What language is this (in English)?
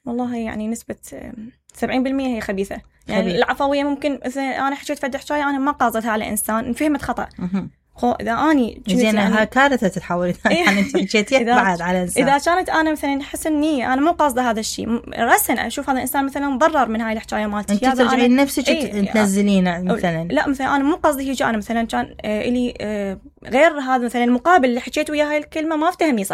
Mesopotamian Arabic